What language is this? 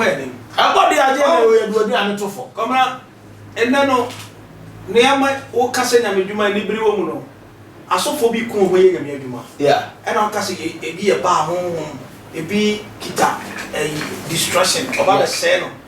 Akan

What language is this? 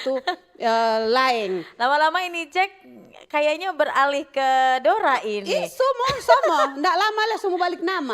Manado Malay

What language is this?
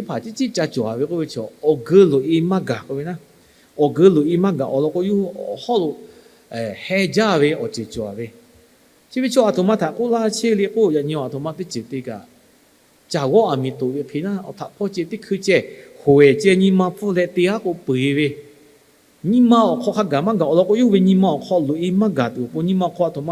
Lahu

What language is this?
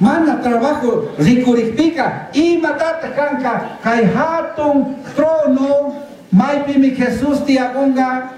Chimborazo Highland Quichua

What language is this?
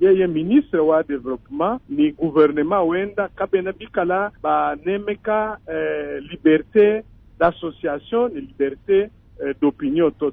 Luba-Lulua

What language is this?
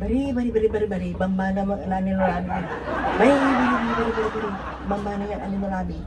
Pangasinan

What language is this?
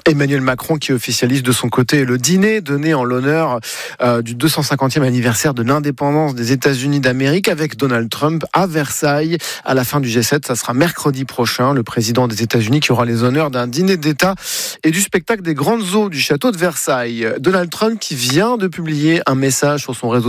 French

